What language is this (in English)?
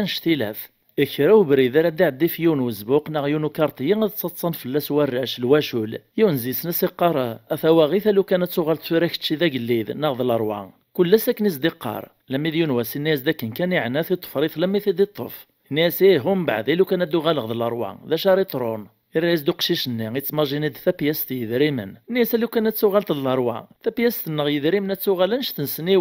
Kabyle